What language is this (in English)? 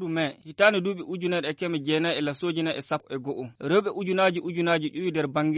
Fula